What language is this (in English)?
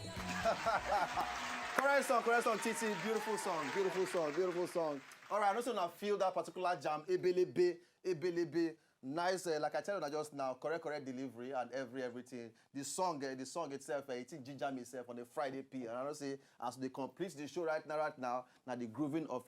Nigerian Pidgin